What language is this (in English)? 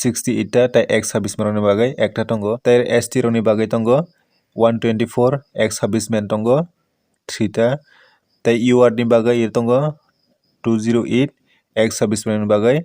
Kok Borok